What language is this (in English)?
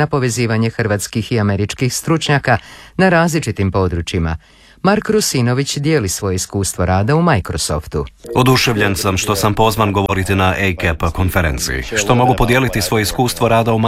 Croatian